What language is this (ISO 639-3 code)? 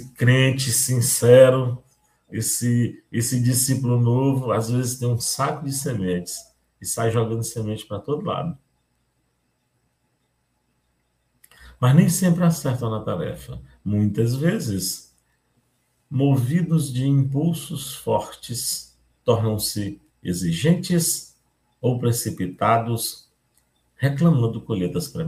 por